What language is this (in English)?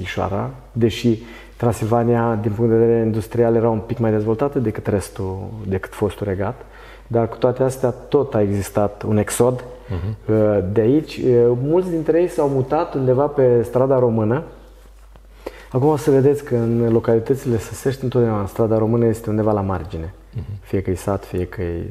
Romanian